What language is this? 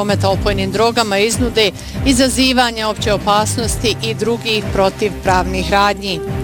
Bosnian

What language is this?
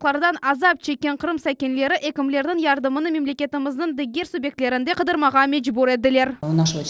Crimean Tatar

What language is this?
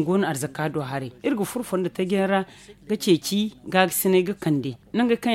Zarma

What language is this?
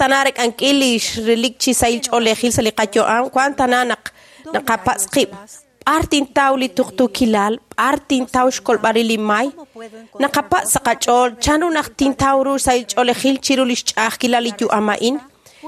Kekchí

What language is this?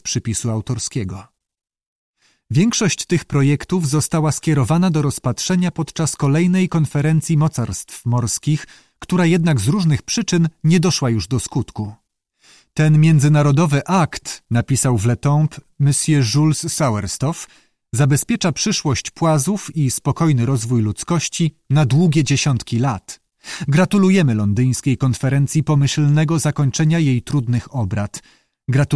Polish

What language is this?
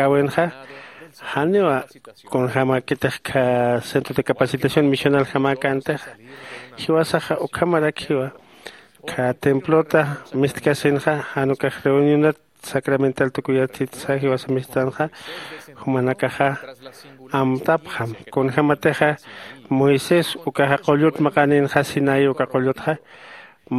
Aymara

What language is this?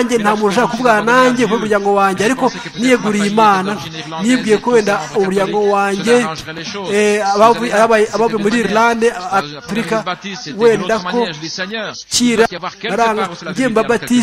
Kinyarwanda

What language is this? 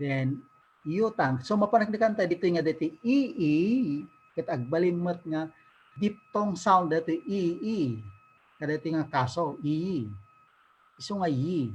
Iloko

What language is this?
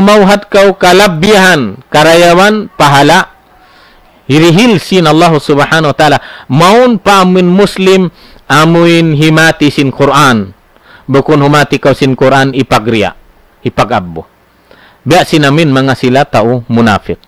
Tausug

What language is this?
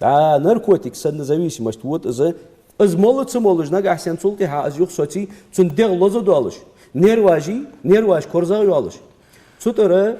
Ingush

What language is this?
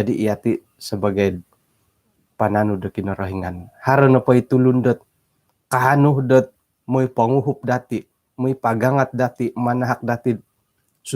Central Dusun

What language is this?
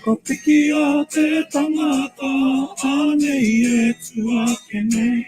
Māori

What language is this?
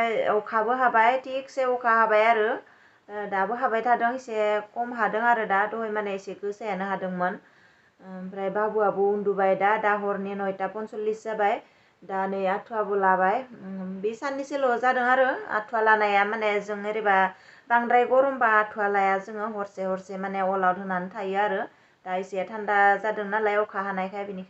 Bodo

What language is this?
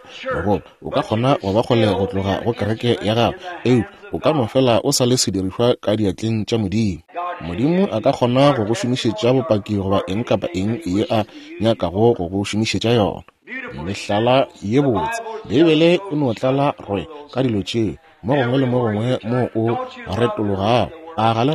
Northern Sotho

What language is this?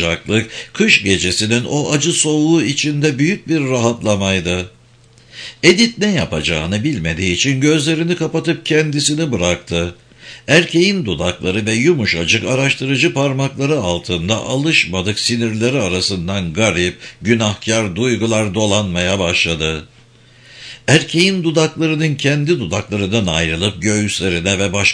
Turkish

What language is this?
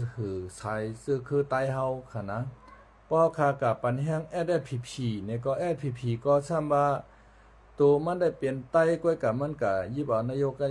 Shan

